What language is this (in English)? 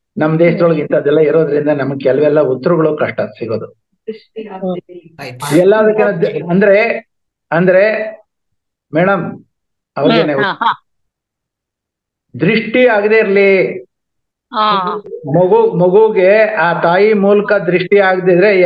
Kannada